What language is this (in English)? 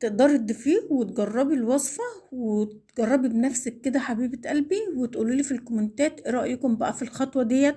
Egyptian Arabic